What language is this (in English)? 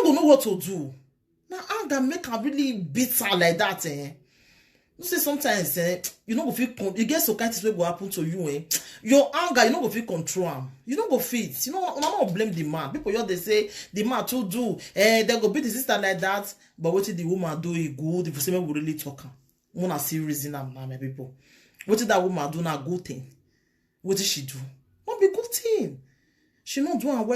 Nigerian Pidgin